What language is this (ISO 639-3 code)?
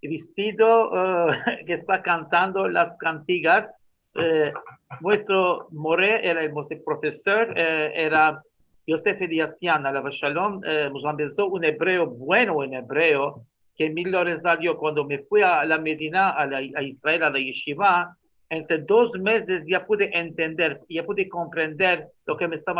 lad